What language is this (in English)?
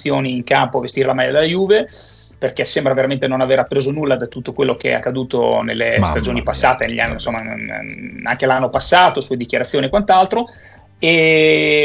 Italian